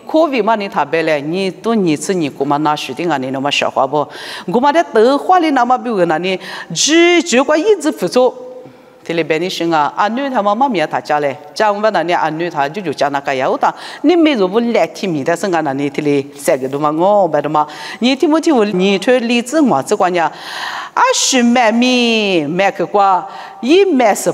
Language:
Lisu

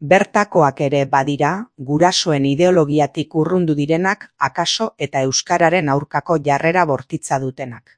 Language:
Basque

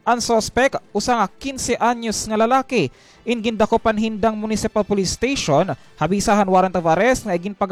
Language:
Waray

